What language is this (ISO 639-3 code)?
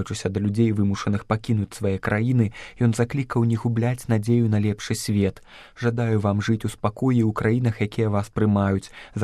bel